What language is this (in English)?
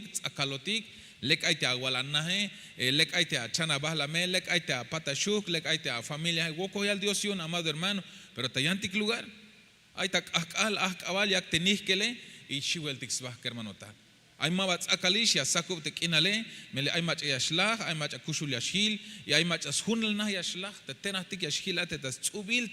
Tzeltal